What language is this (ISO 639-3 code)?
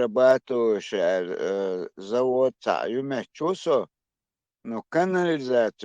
che